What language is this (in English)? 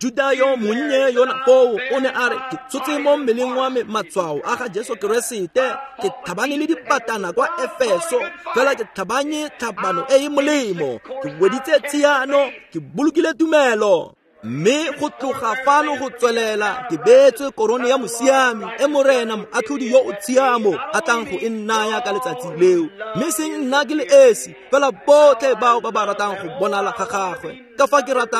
Tswana